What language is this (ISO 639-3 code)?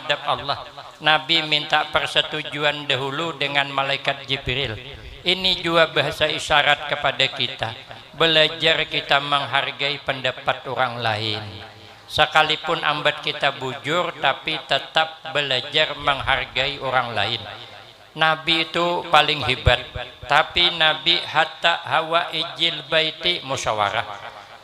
bjn